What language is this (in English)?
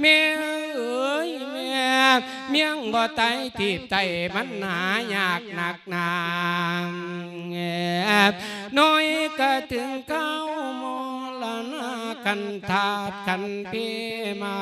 Lao